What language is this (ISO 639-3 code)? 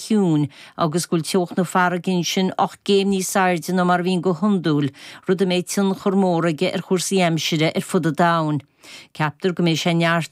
gle